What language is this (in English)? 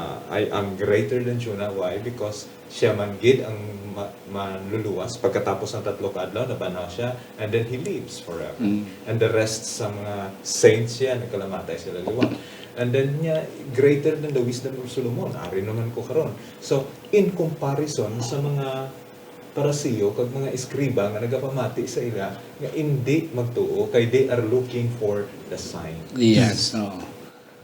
Hiligaynon